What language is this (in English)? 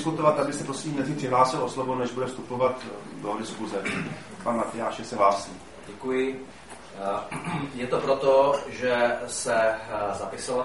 Czech